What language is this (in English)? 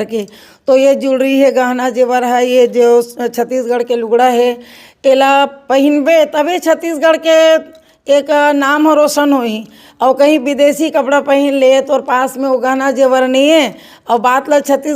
Chhattisgarhi